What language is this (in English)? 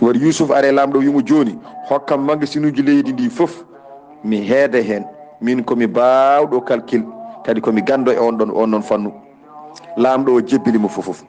Fula